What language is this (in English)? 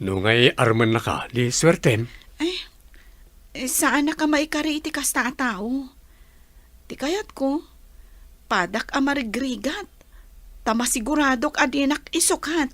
Iloko